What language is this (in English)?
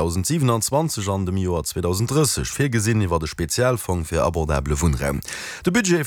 Luxembourgish